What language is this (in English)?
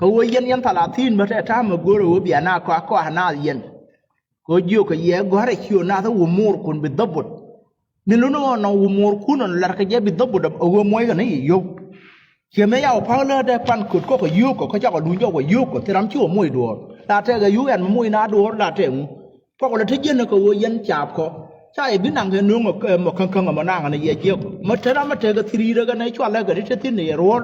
Nuer